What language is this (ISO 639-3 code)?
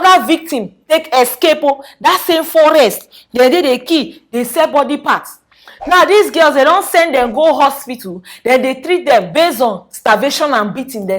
pcm